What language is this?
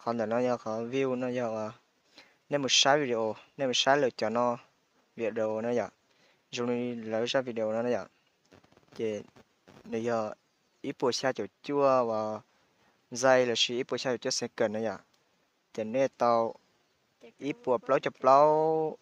Hmong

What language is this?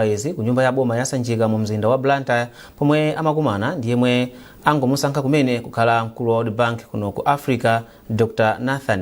Nyanja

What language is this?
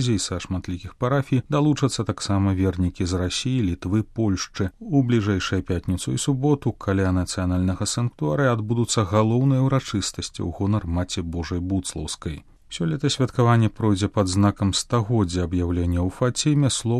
Belarusian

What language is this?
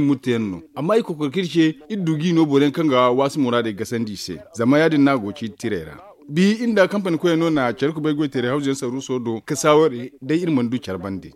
Zarma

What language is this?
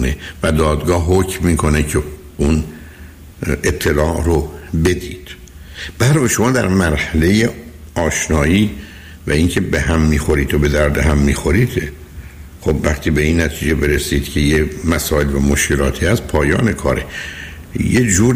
Persian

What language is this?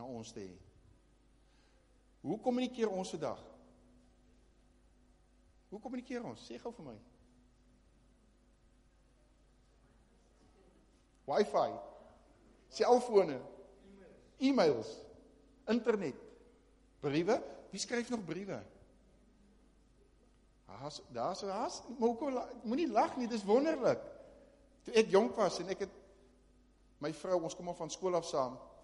Afrikaans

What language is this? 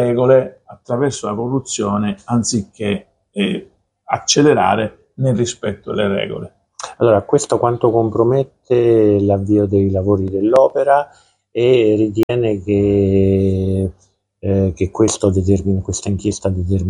Italian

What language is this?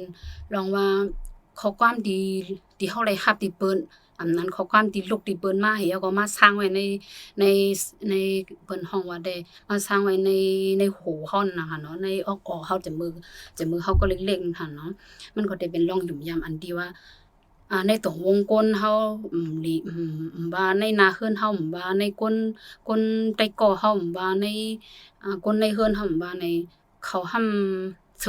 Shan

